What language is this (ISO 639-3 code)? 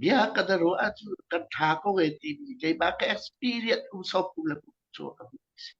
cnh